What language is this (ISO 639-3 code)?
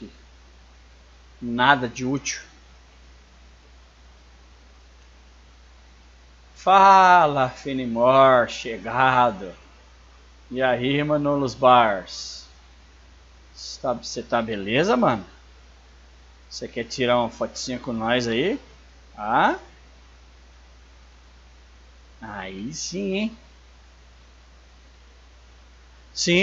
por